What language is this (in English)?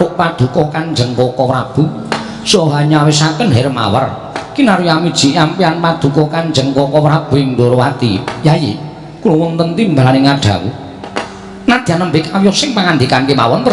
Javanese